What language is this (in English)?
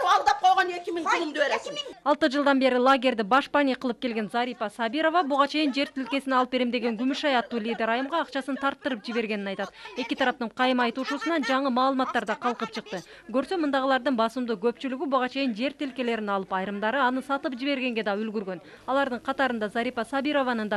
Kyrgyz